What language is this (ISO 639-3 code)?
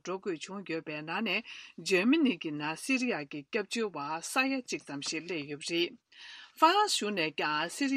bod